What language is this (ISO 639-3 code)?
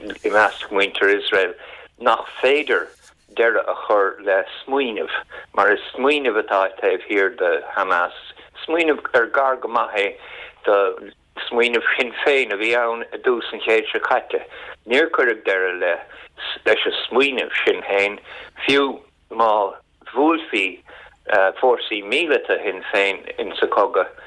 gle